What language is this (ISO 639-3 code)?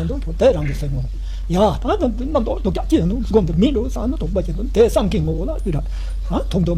bod